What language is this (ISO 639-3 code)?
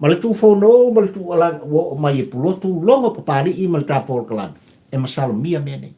smo